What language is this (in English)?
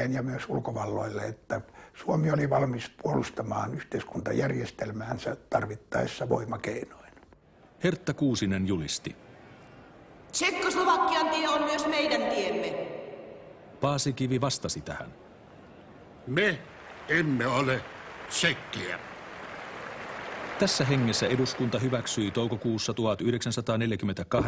Finnish